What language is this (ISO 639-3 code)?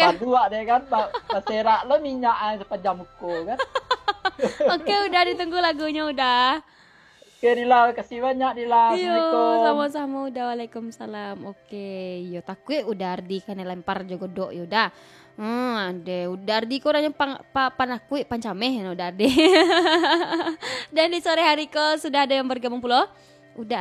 min